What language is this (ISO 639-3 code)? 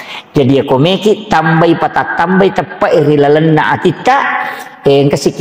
bug